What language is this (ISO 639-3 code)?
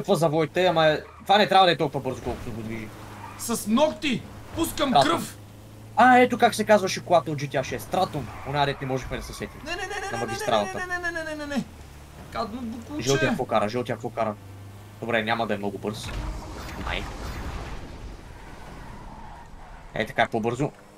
bul